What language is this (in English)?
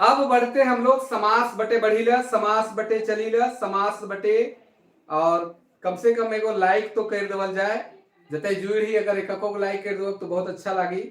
Sadri